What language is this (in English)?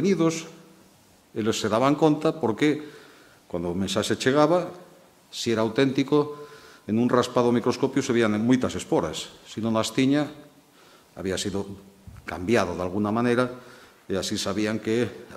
Galician